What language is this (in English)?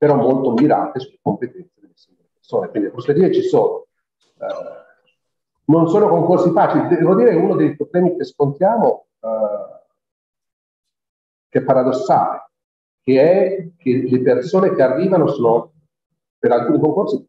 Italian